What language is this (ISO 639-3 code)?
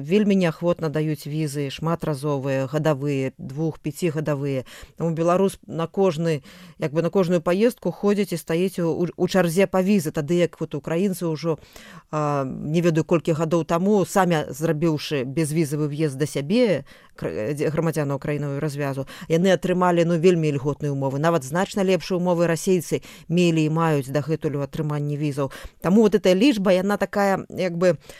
bel